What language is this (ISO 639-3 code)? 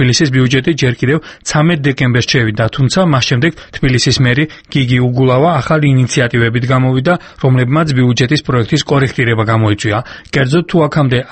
kat